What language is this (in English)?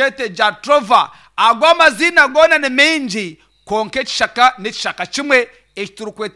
Nyankole